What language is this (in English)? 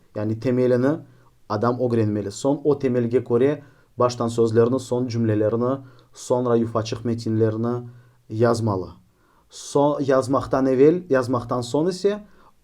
Crimean Tatar